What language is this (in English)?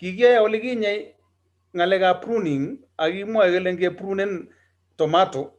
Kalenjin